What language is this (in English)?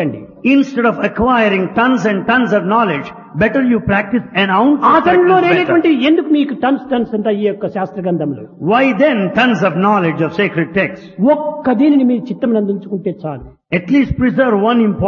Telugu